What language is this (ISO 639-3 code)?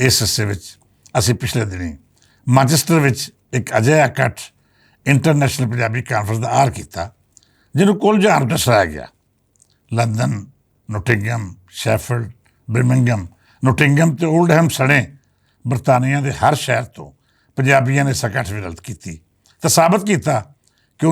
lah